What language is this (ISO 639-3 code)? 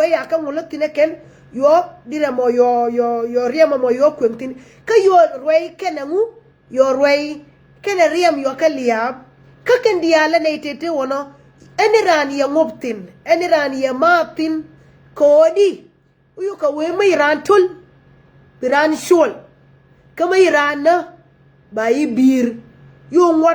nus